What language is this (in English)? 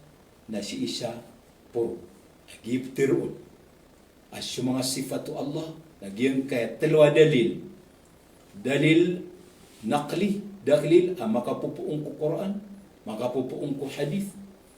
Maranao